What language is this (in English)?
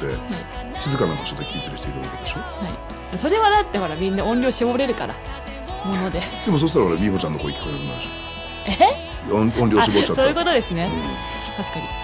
Japanese